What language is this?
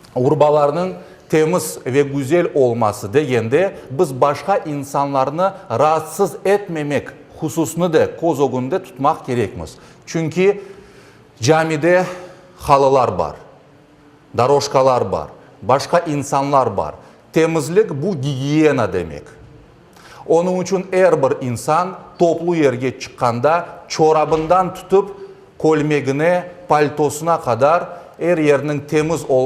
Crimean Tatar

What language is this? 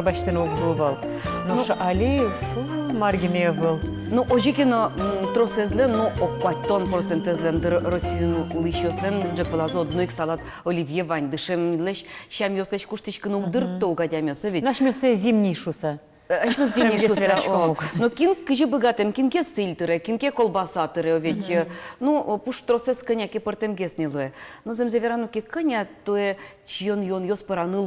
Udmurt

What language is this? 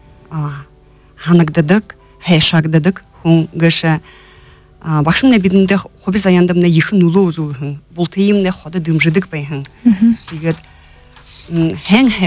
Buriat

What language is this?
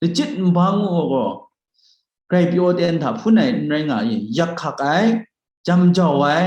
Kachin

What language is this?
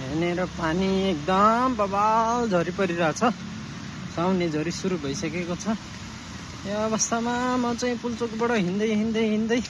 Nepali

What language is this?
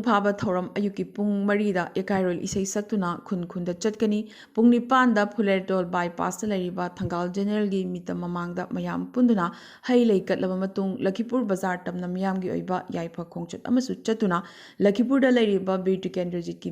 Manipuri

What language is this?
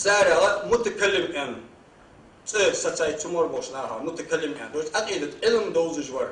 Ingush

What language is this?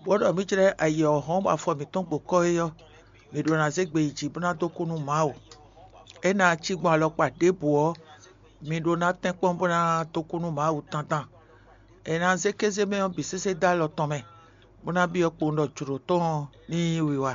Fon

